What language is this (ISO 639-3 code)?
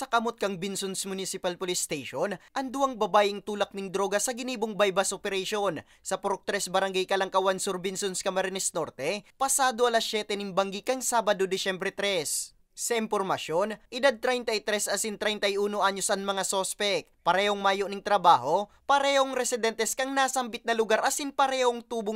bik